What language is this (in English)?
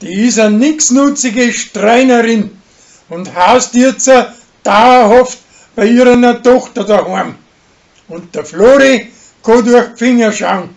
Bavarian